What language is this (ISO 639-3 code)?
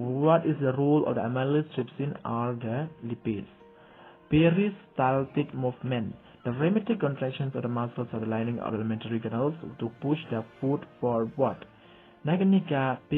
kha